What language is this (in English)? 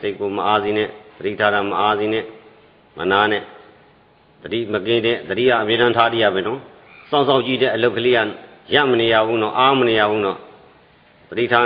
Burmese